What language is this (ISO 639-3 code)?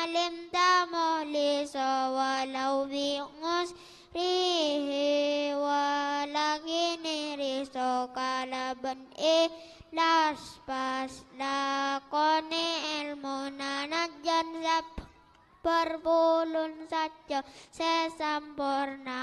mad